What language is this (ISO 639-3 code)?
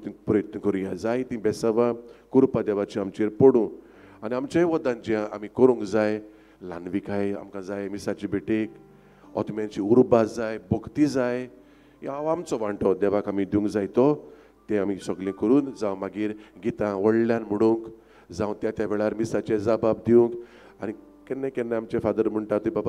kok